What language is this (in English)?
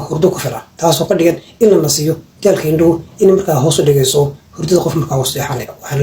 Somali